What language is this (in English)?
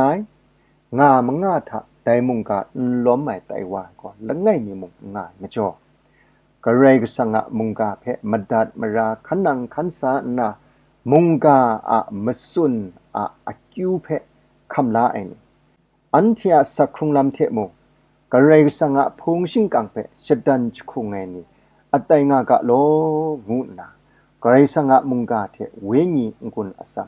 Kachin